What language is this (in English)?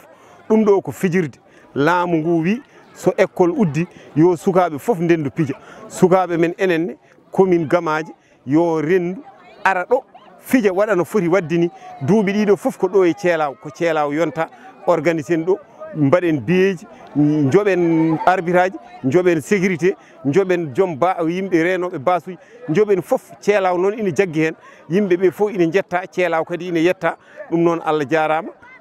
Fula